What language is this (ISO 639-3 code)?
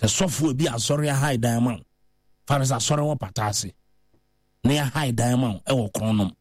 aka